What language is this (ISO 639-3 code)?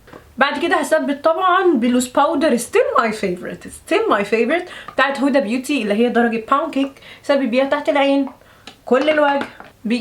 arz